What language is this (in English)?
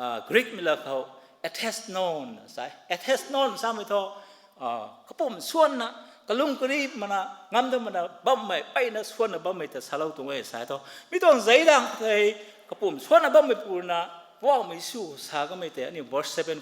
Rongmei Naga